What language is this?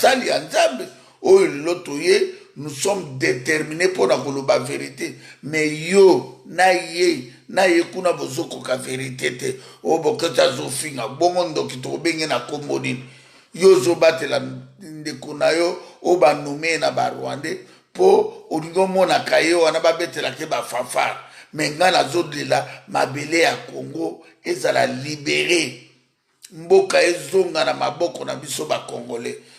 Lingala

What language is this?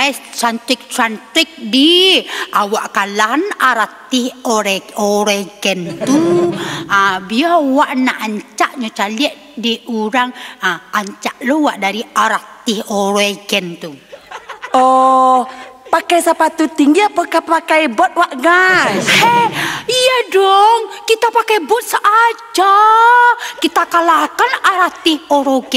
Minangkabau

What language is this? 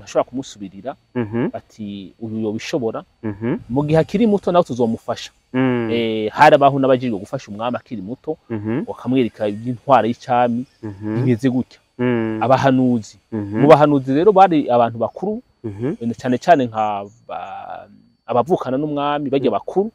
Rundi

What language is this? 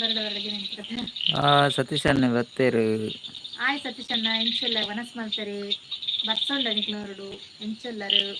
Tulu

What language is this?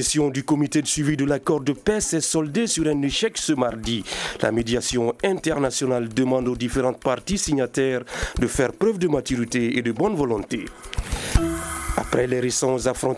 French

